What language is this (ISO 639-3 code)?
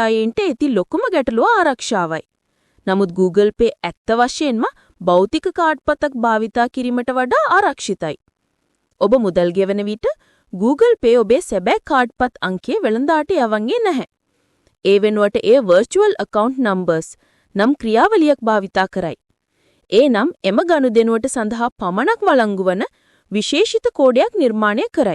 sin